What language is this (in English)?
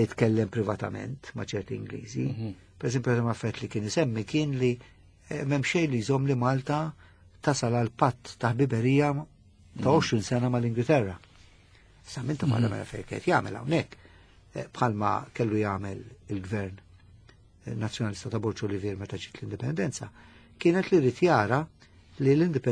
Maltese